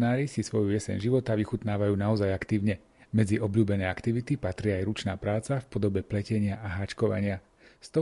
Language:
Slovak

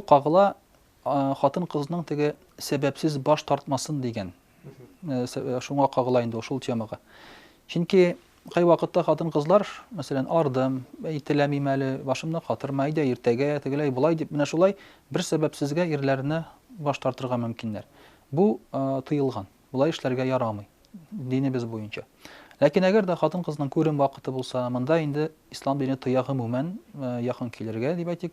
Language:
Tatar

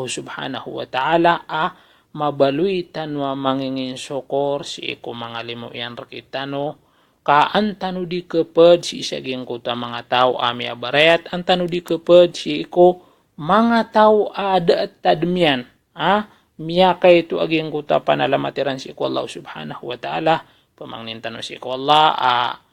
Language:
Maranao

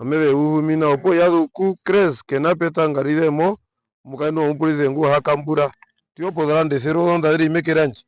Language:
Herero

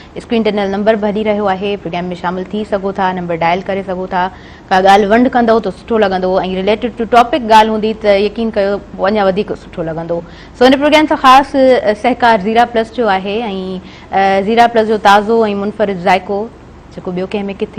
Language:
Sindhi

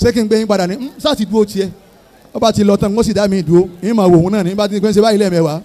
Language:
Yoruba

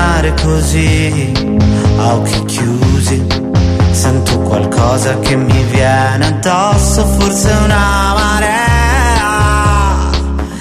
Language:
Italian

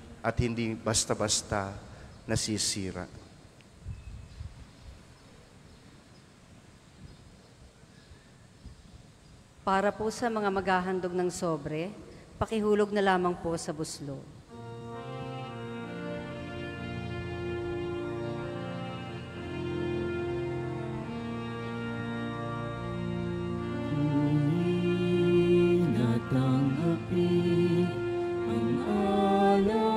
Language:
Filipino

